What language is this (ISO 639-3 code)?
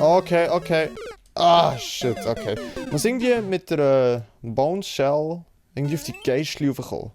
gsw